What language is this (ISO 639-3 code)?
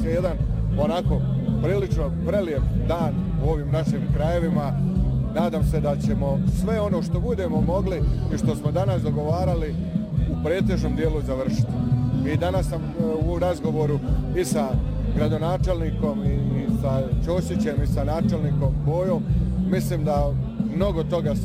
bos